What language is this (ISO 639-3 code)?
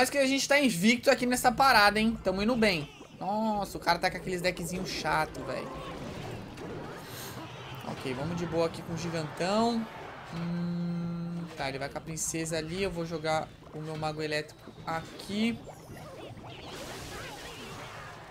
por